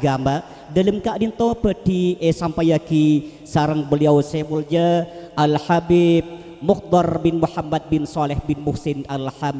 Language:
Madurese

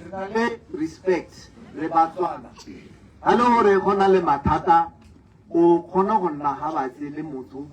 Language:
Tswana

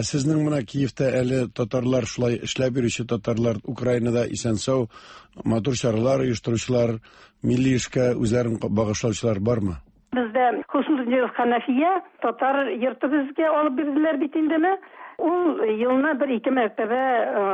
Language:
Tatar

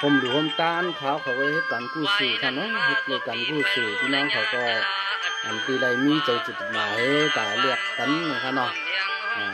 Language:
Shan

